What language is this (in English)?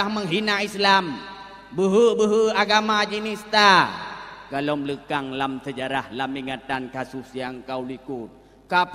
Achinese